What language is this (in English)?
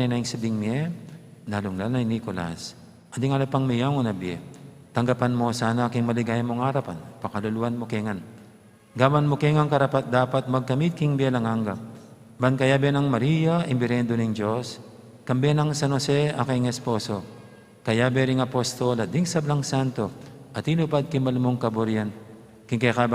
Pampanga